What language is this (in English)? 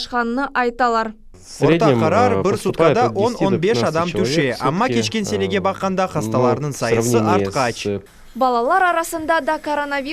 Crimean Tatar